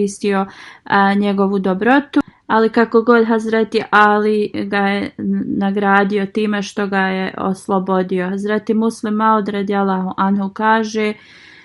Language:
Bosnian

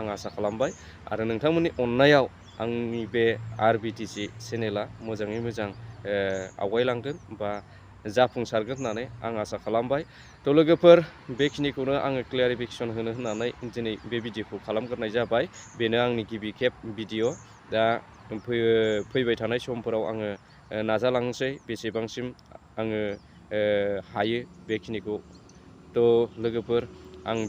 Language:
Bodo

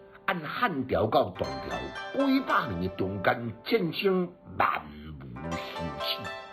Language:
Min Nan Chinese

